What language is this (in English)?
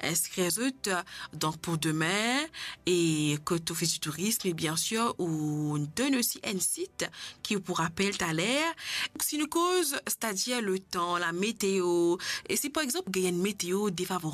Morisyen